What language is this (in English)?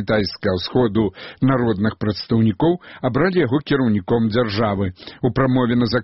Belarusian